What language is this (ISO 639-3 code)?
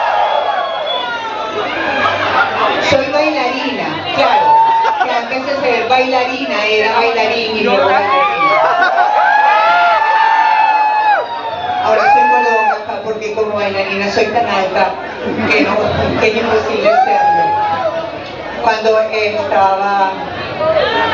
spa